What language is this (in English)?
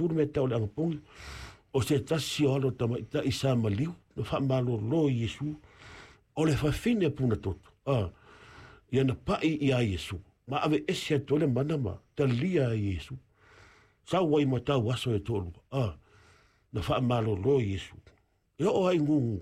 Samoan